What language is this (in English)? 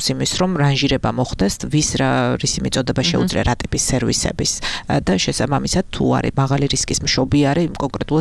Georgian